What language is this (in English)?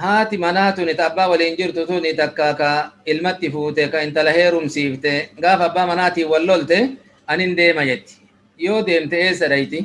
Oromo